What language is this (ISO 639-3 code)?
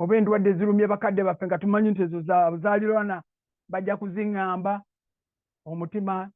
lug